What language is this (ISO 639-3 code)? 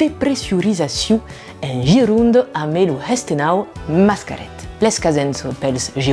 oci